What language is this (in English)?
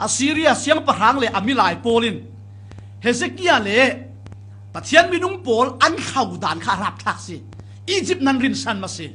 Falam Chin